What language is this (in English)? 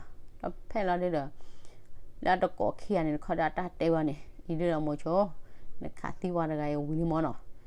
S'gaw Karen